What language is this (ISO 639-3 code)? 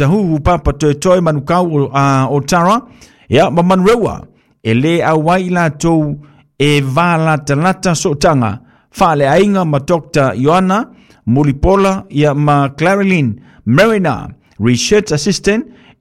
smo